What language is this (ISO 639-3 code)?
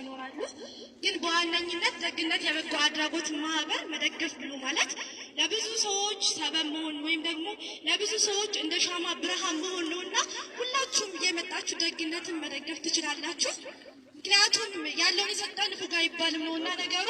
amh